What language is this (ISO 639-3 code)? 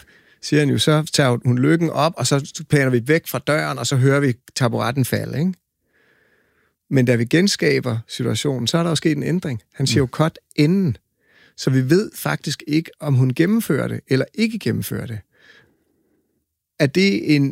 dan